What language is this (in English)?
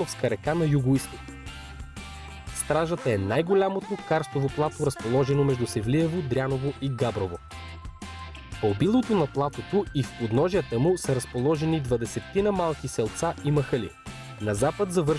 Bulgarian